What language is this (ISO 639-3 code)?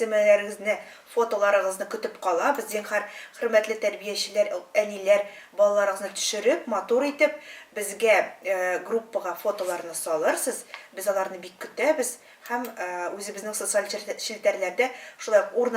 tat